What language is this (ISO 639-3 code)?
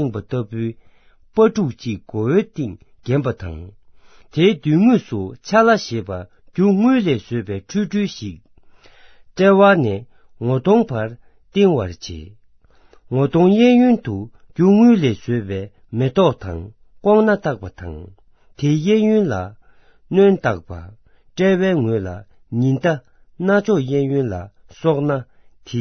bod